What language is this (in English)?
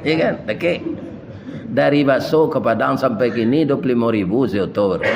Minangkabau